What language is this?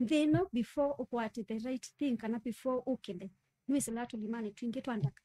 Kamba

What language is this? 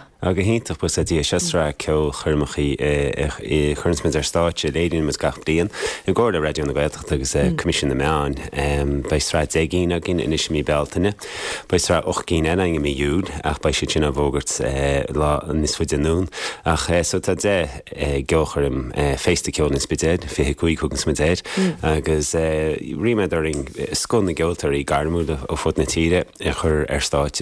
Irish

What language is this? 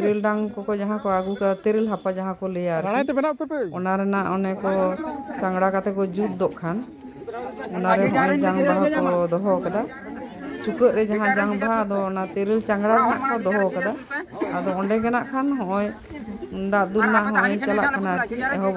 Santali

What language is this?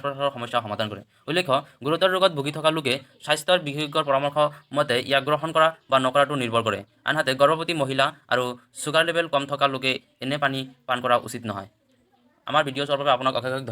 Assamese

